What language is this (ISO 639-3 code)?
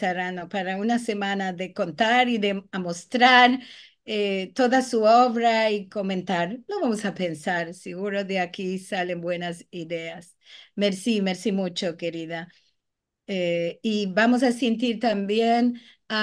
lad